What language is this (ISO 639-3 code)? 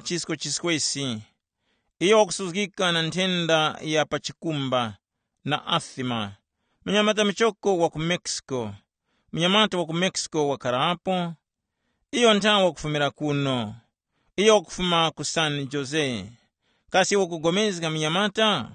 tum